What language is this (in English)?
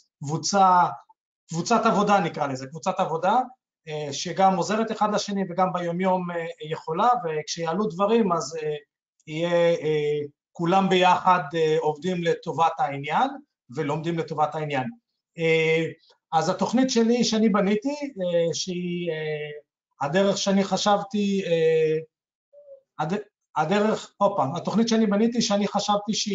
Hebrew